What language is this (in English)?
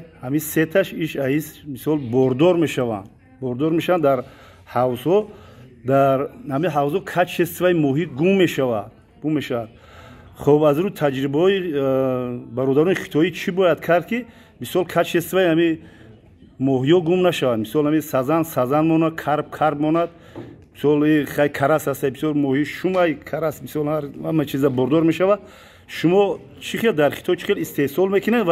Tajik